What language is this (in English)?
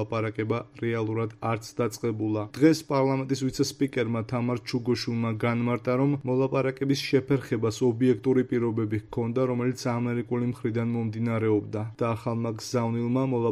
Georgian